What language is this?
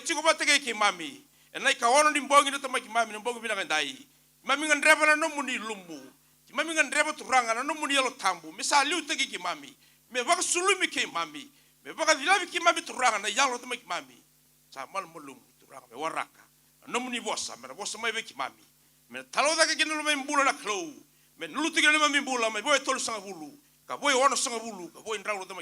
Fijian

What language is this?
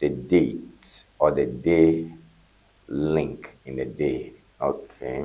Ewe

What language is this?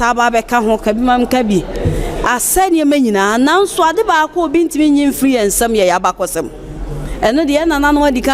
Akan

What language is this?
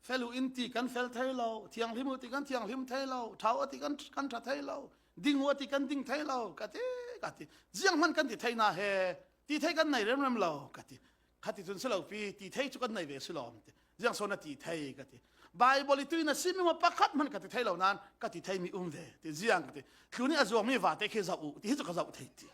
Falam Chin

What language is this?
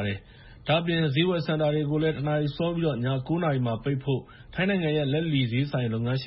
Burmese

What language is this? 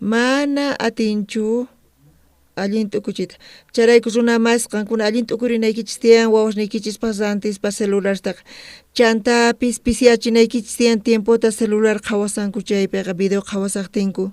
South Bolivian Quechua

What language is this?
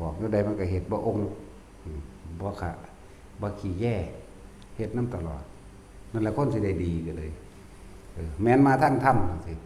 Northeastern Thai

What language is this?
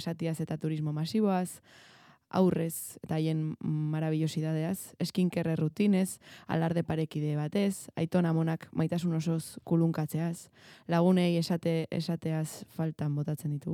Basque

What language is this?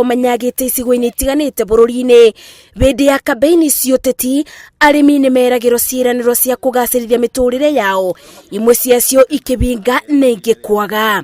Kikuyu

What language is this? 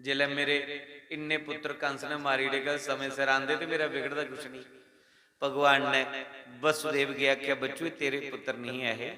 Dogri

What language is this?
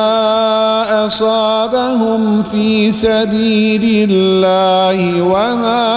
Bosnian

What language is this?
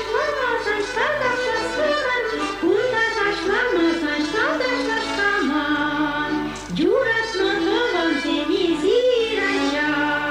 Chuvash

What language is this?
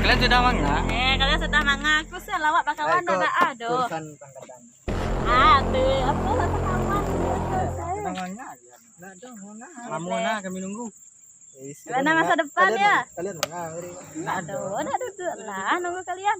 Minangkabau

